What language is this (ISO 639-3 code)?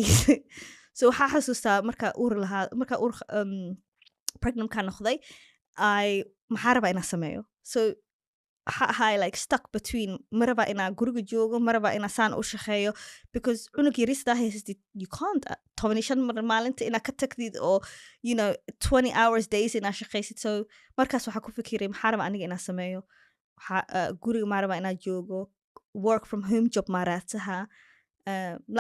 som